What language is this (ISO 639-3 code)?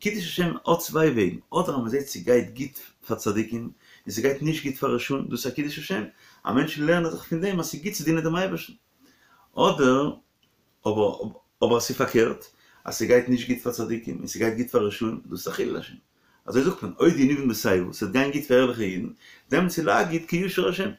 yid